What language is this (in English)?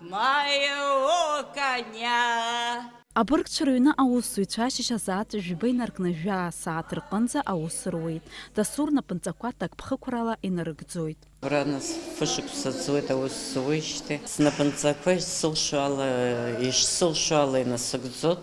Abkhazian